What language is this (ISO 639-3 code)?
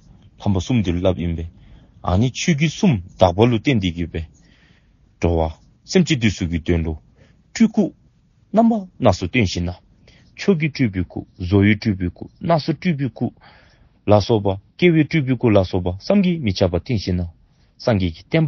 dzo